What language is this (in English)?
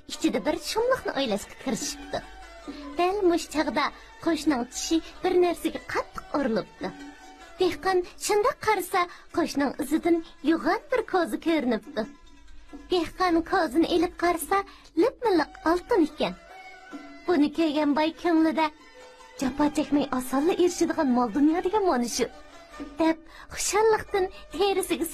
Uyghur